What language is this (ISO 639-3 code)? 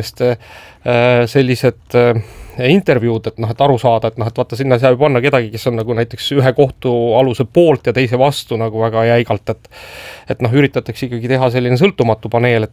est